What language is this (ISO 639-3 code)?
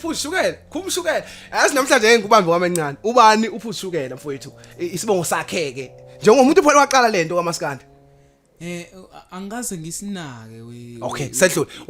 zul